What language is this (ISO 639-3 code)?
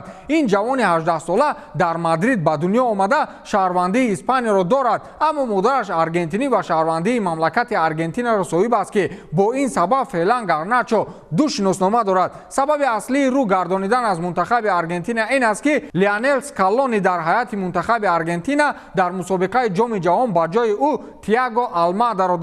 tgk